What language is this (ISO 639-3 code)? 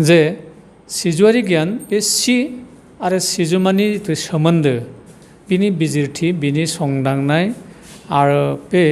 brx